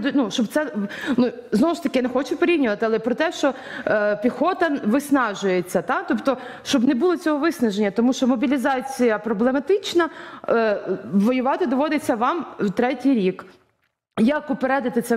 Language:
Ukrainian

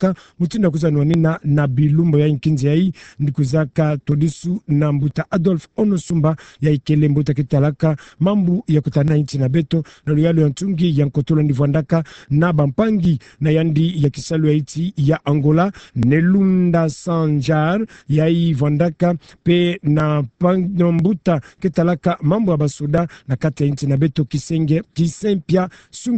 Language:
Kituba (Democratic Republic of Congo)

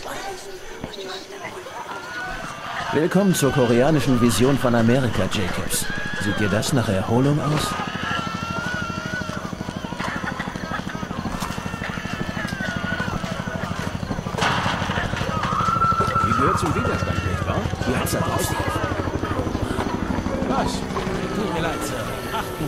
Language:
German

